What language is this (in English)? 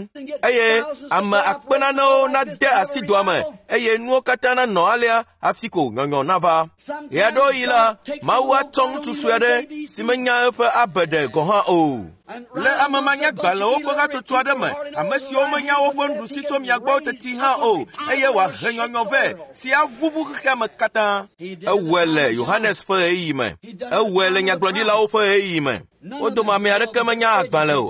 Ewe